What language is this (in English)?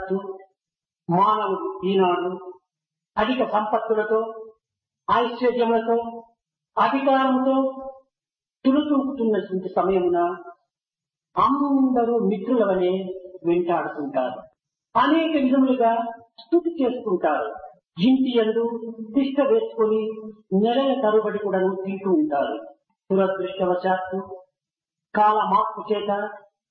Telugu